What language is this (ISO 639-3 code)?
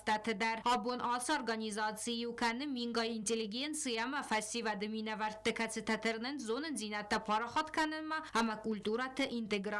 oss